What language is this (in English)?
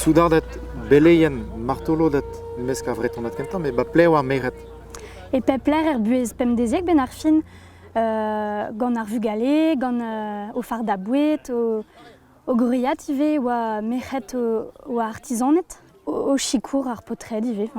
Breton